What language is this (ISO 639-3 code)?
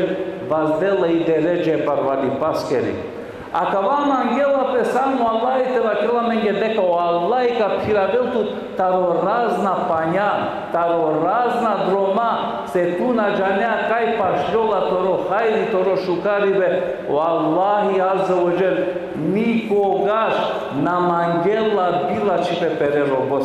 rmn